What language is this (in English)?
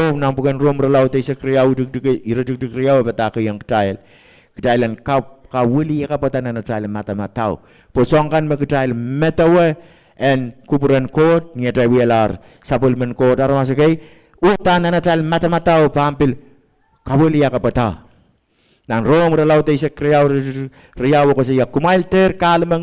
Pohnpeian